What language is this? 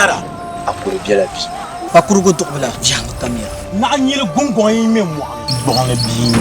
Dagbani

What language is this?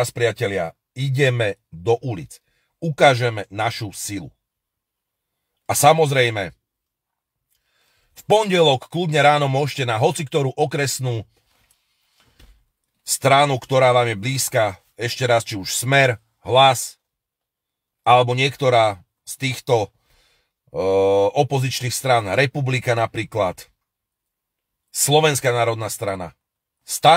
Slovak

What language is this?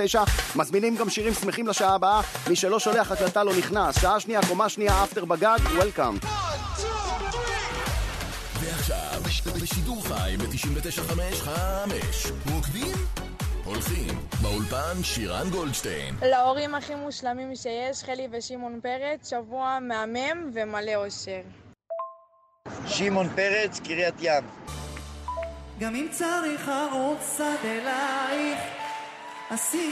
Hebrew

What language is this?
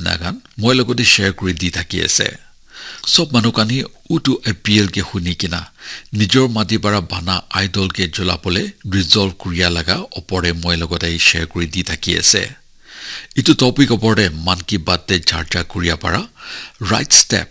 Naga Pidgin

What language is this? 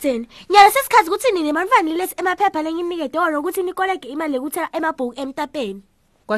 Swati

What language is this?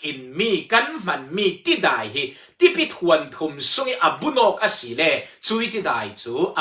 Falam Chin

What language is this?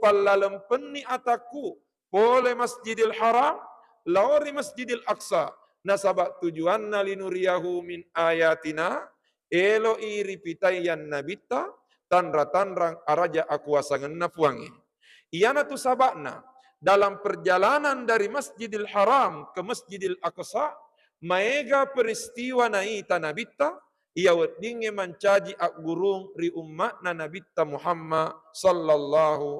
Buginese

